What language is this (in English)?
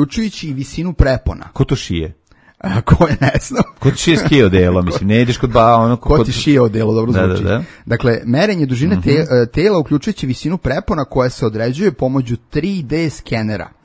Serbian